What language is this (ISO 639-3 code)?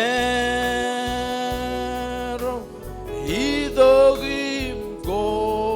mah